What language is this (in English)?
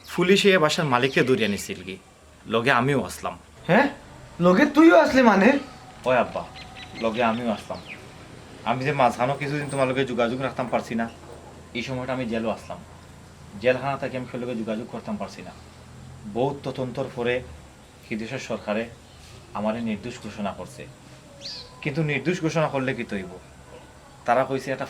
Sylheti